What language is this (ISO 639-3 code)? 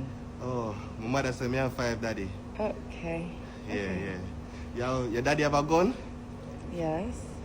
jam